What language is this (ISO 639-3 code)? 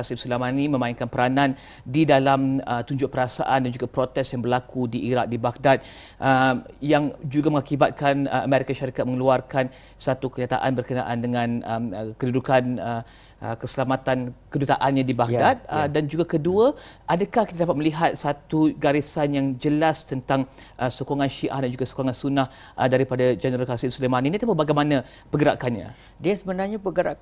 msa